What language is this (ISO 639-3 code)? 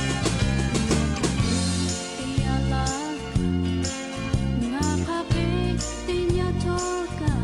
lhu